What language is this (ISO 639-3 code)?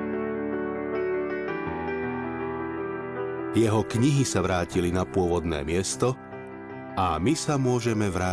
slk